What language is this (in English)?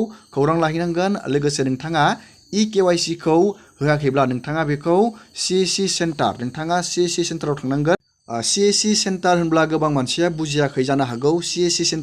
Bodo